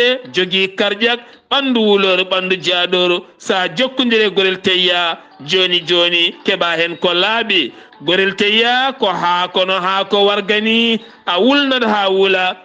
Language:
Fula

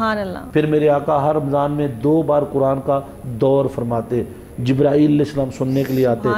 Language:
Urdu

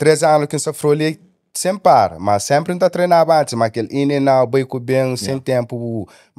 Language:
Kabuverdianu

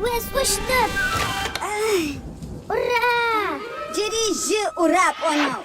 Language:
Adyghe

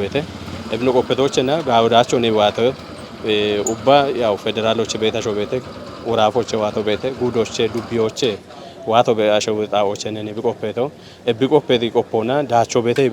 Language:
Kafa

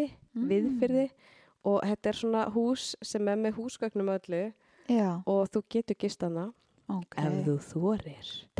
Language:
Icelandic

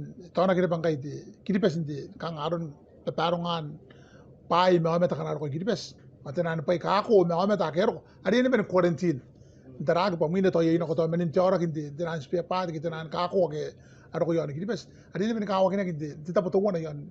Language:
Gilbertese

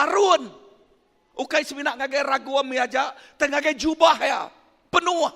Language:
Iban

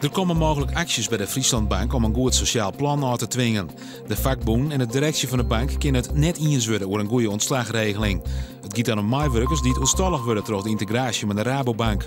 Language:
Western Frisian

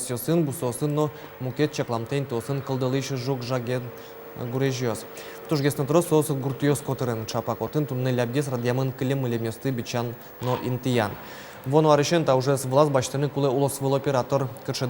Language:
Udmurt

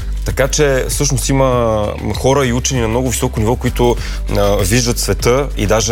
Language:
Bulgarian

